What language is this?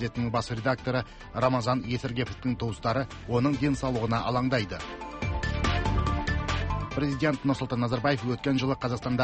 Kazakh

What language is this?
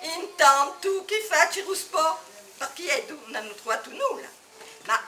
Corsican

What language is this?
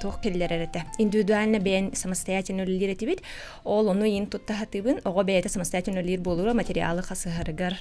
Yakut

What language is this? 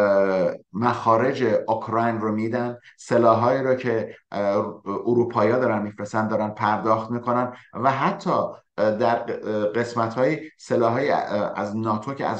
Persian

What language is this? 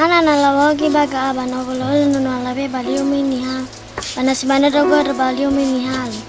Nias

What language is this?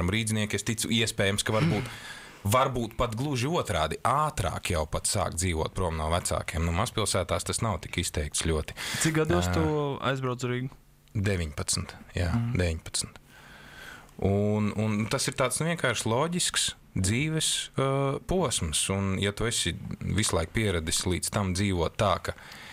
Latvian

